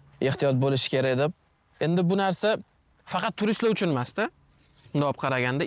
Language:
Uzbek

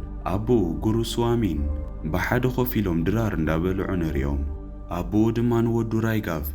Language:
Tigrinya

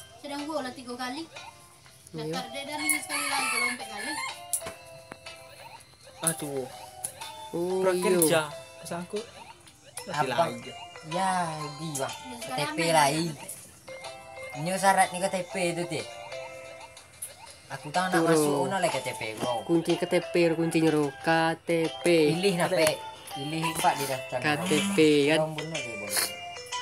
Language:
Malay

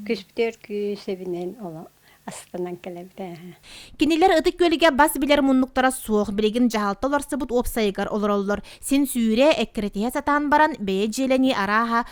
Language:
Yakut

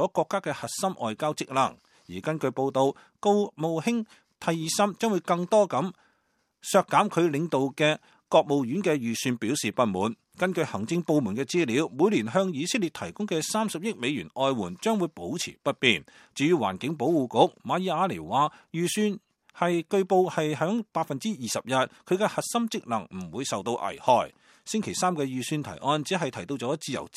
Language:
Cantonese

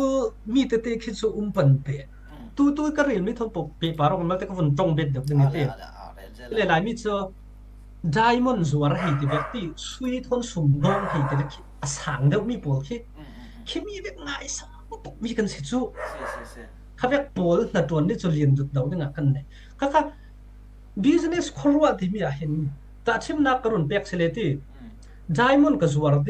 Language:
Falam Chin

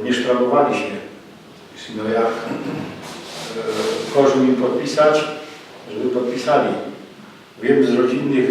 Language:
Silesian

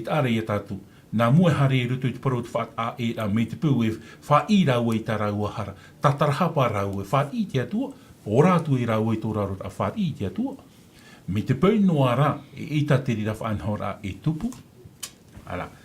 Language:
Tahitian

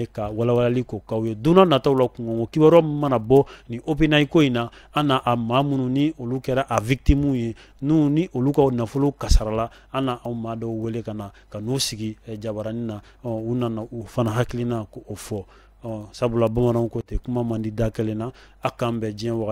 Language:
Bambara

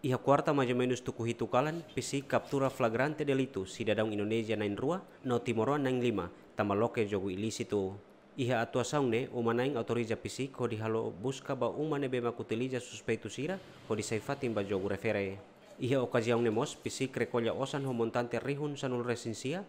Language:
Tetum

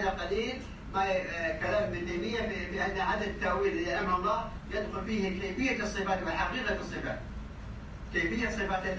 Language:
Arabic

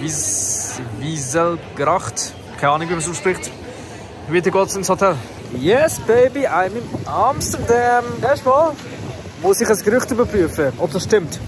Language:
Swiss German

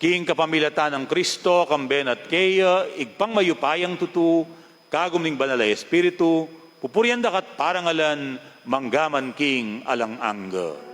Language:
Pampanga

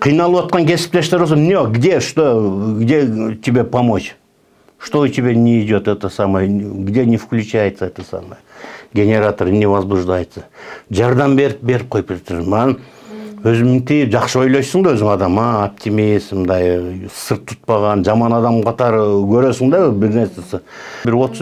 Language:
Kyrgyz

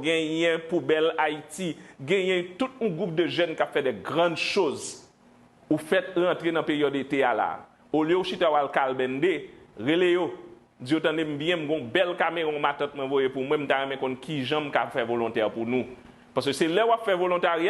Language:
Haitian Creole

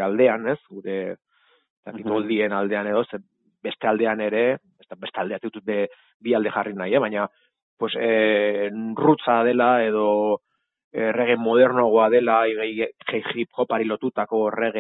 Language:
Basque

